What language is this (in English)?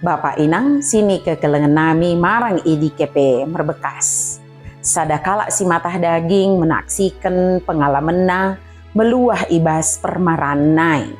Batak Dairi